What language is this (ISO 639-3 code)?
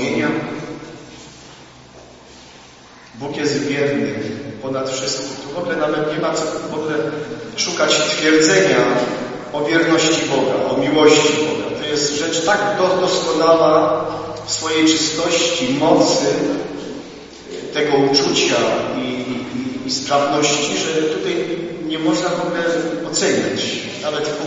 pol